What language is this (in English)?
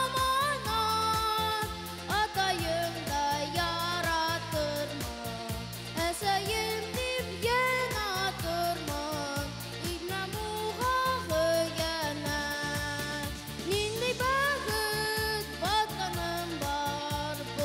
Bashkir